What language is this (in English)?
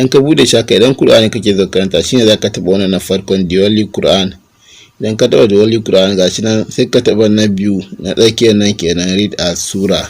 Hausa